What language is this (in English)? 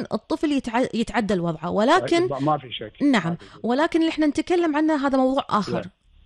Gulf Arabic